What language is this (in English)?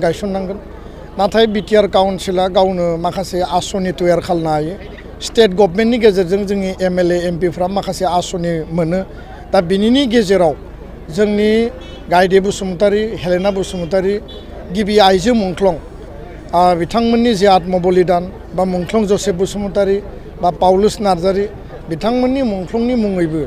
Bodo